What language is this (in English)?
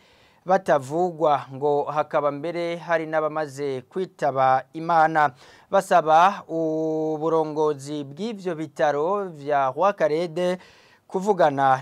Rundi